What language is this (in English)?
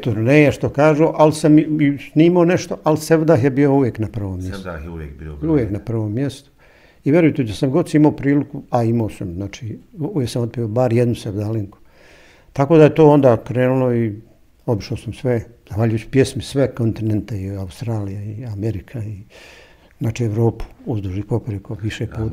Bosnian